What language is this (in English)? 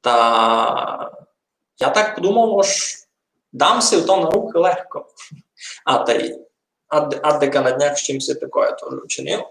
Rusyn